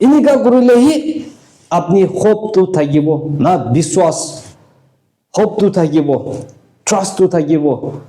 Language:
Naga Pidgin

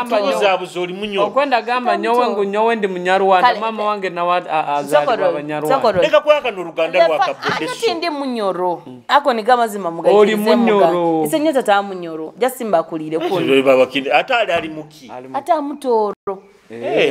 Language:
Nyoro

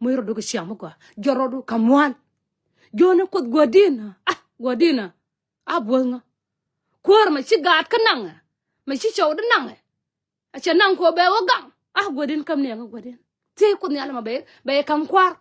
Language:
Nuer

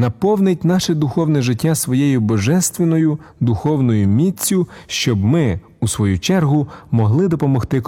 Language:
Ukrainian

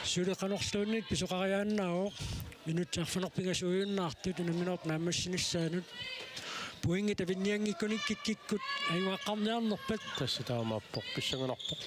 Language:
Kalaallisut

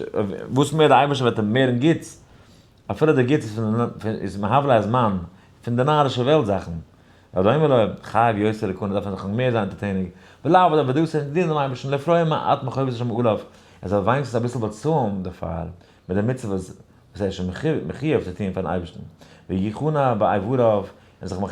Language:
Yiddish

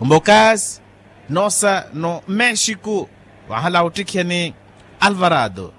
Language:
Makhuwa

